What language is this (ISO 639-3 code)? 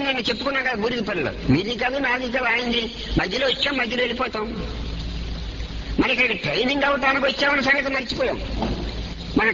tel